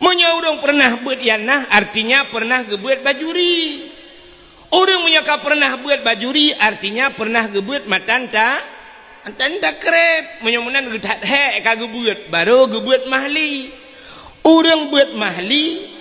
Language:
Achinese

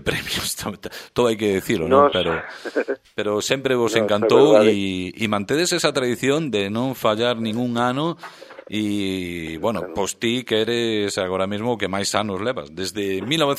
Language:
Galician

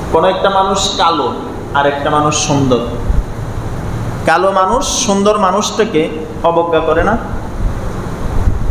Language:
Bangla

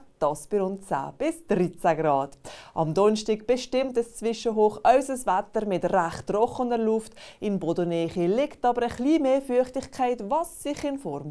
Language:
Swiss German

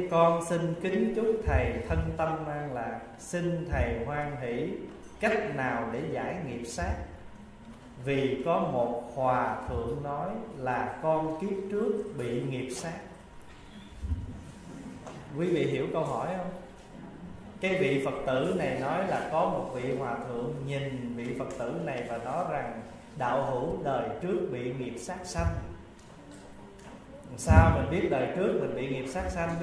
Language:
Vietnamese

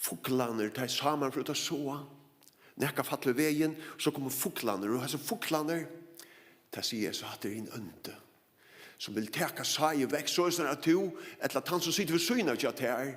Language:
Faroese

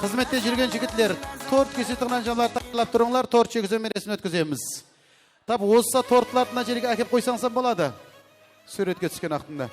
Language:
Kara-Kalpak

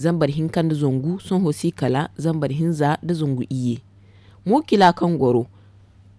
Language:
Zarma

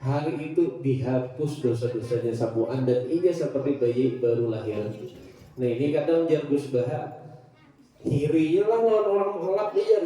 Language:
Banjar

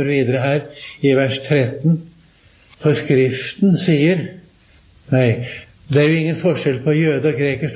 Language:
Norwegian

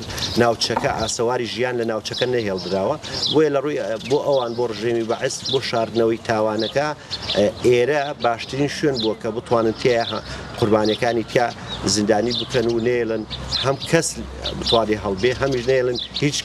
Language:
Central Kurdish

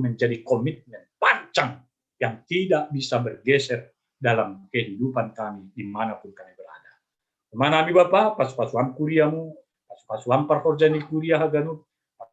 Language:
Batak Simalungun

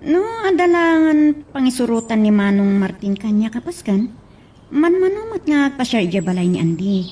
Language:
Iloko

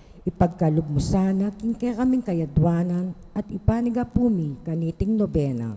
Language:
Pampanga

